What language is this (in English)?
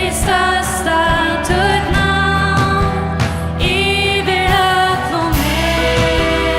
Faroese